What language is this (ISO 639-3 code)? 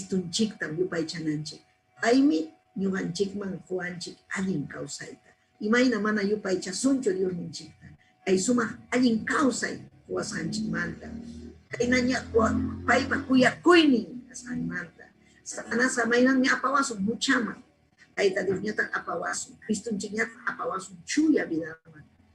quy